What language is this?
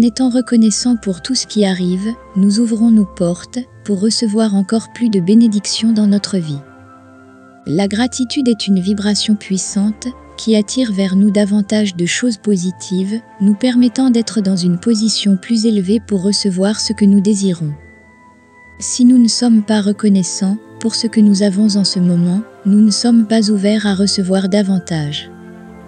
French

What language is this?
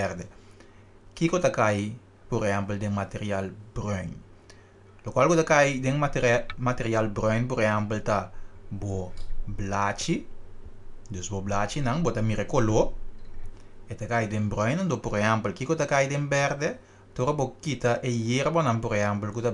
Papiamento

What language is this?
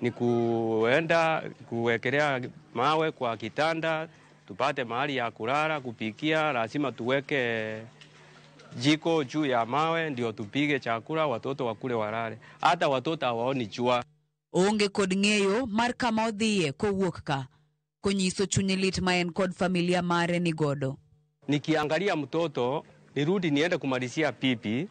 Luo (Kenya and Tanzania)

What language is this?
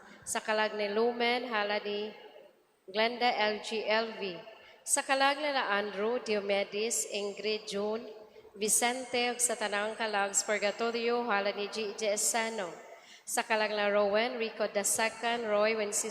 Cebuano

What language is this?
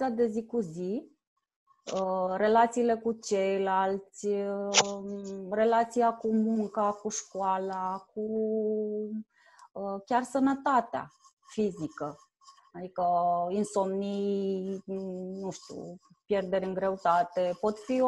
Romanian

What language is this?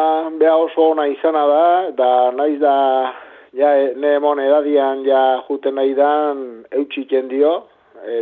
Basque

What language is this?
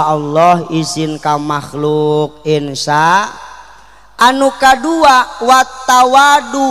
Sundanese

